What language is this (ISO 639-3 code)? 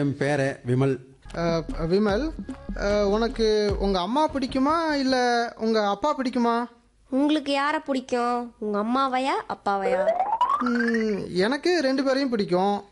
tam